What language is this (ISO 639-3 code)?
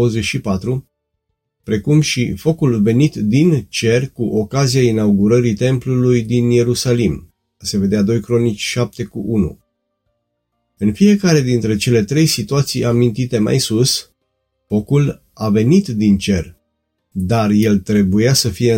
ron